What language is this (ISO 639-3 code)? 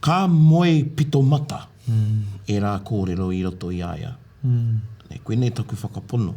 mri